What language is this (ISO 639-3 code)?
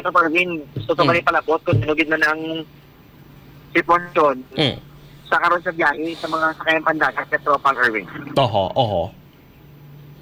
hil